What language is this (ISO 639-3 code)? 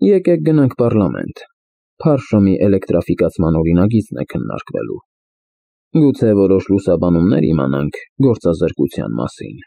hye